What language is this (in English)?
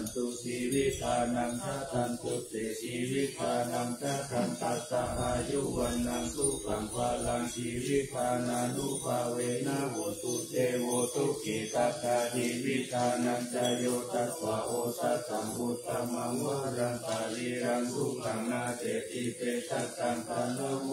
Pali